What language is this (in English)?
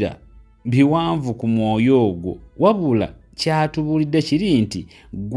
Ganda